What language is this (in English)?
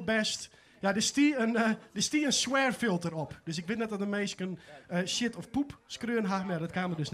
Western Frisian